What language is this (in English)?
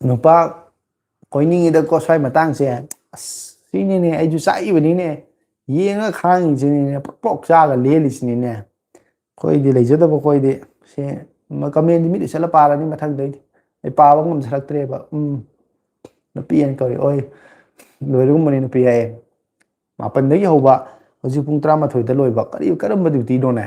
Manipuri